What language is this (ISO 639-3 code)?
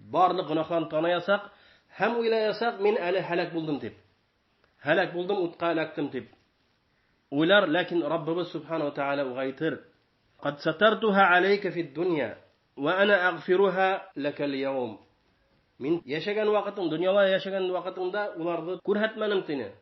bak